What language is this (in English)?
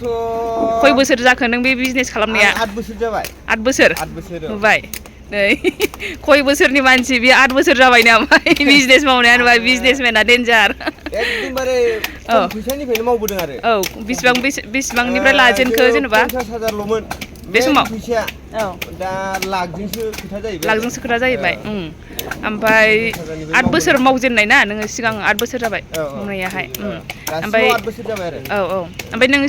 Bodo